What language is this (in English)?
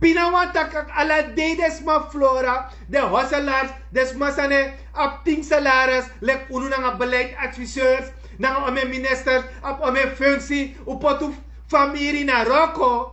Sranan Tongo